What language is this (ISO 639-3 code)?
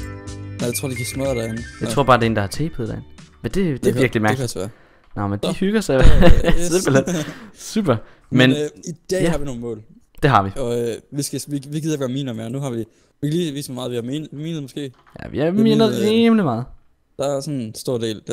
dan